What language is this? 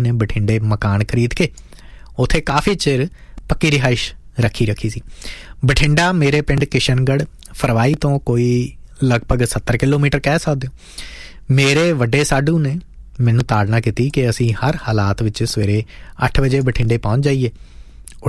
Punjabi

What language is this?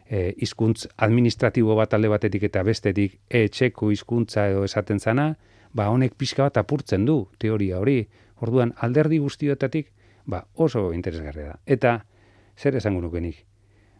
Basque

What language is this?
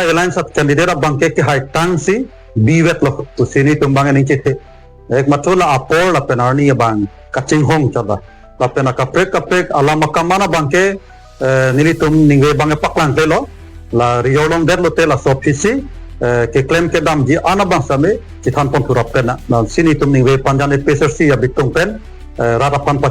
Karbi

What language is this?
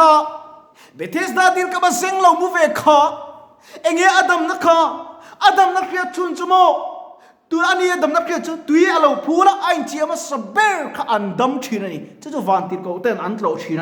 Mizo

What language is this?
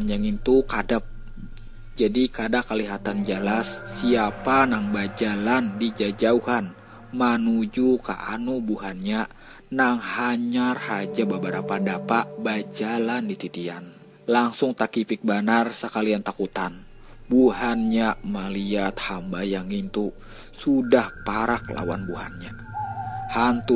Banjar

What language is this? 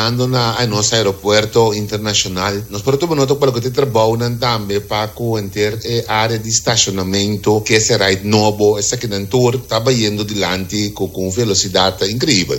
Papiamento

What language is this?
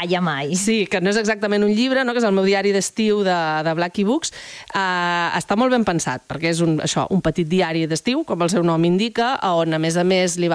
Catalan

